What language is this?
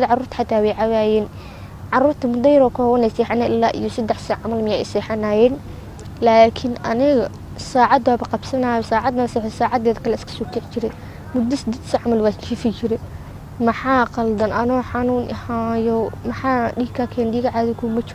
Somali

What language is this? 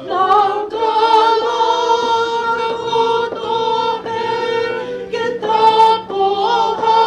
Tongan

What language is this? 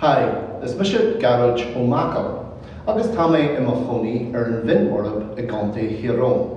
Irish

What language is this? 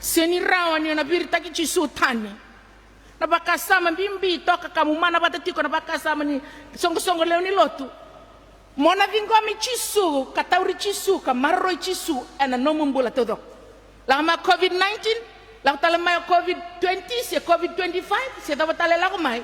Fijian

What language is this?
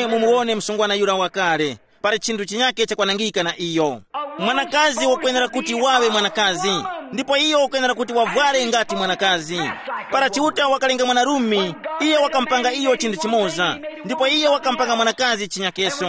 Tumbuka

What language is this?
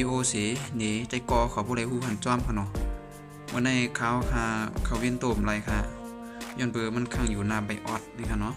Shan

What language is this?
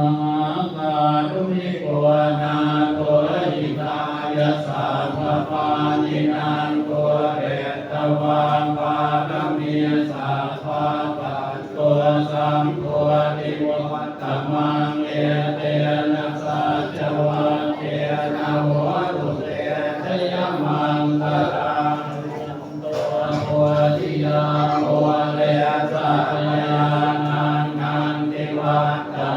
Pali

